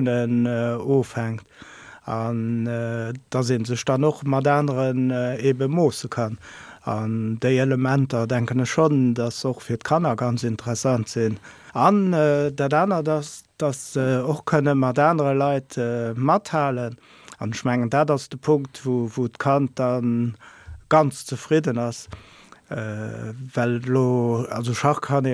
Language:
Luxembourgish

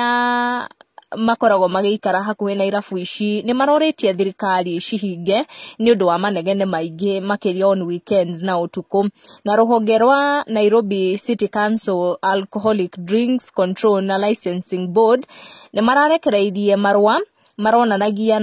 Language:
Kikuyu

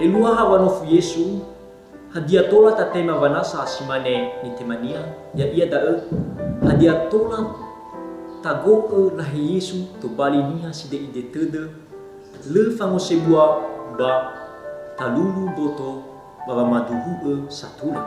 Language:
Nias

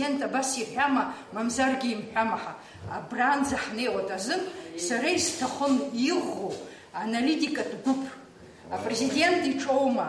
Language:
Abkhazian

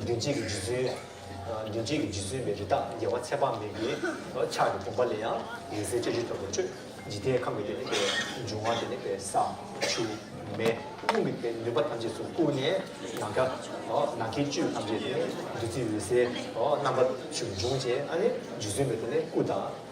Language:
Tibetan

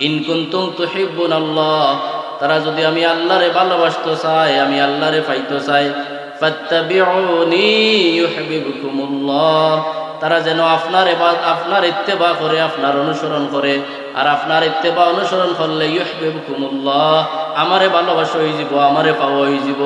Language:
Sylheti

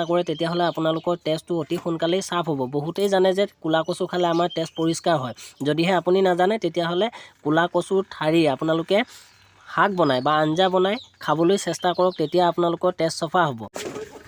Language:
Assamese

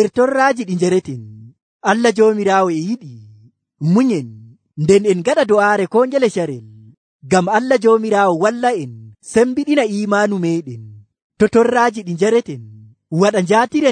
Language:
Nigerian Fulfulde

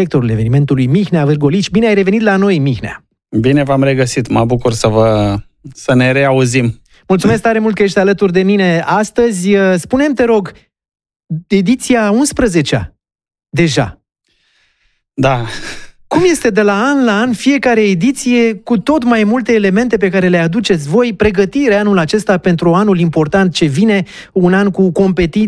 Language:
Romanian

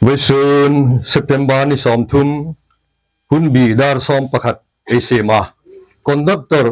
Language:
Hmar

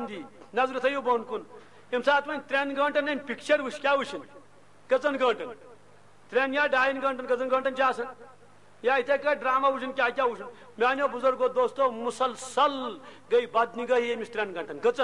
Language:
Kashmiri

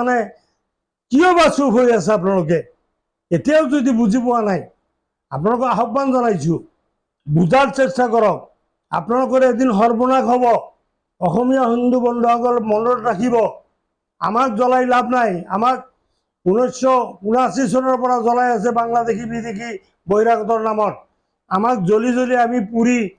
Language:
Assamese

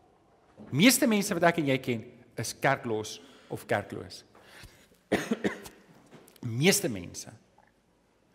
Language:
Afrikaans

